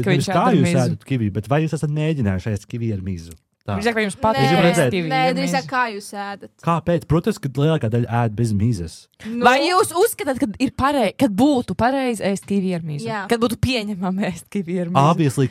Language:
Latvian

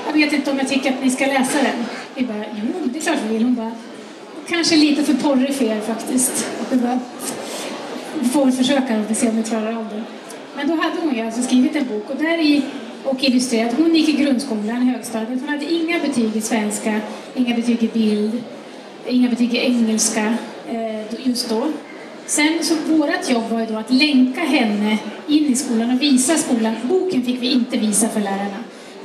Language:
Swedish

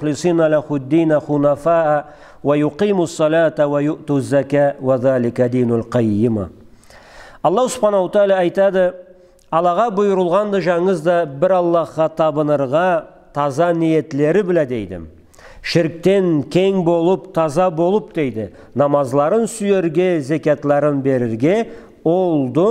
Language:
Karachay-Balkar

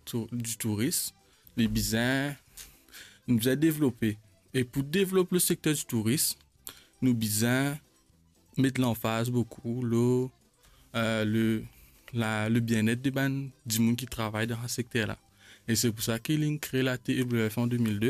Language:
Morisyen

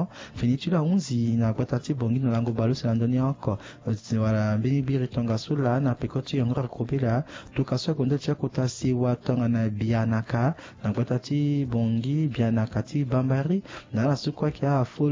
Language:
Sango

